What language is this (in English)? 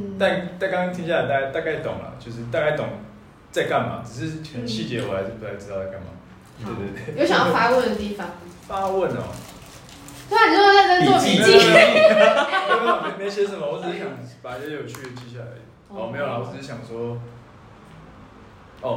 Chinese